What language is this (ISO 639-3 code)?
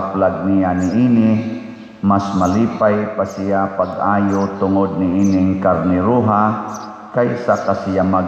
ceb